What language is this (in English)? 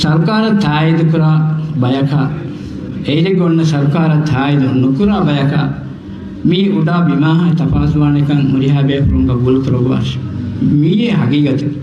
Divehi